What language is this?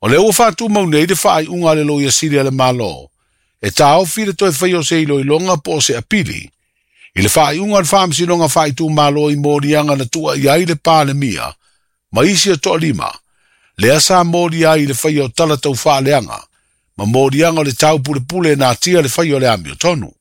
Samoan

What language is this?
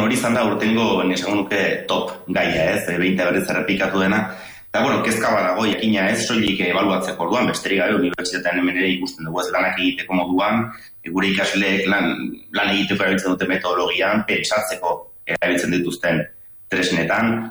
Basque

